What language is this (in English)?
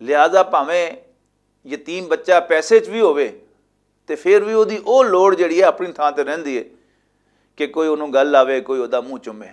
Western Panjabi